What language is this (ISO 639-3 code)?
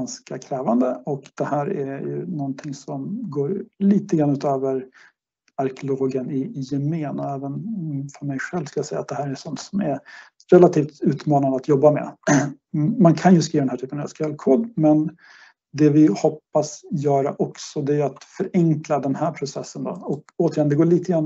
swe